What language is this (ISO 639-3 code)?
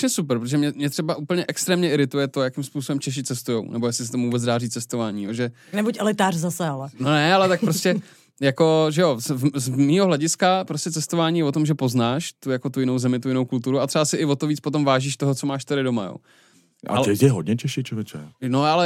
ces